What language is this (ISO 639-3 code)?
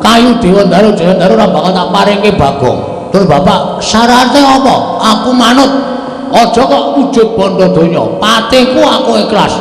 jav